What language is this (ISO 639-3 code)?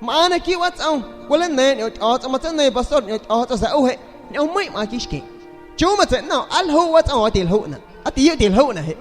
azg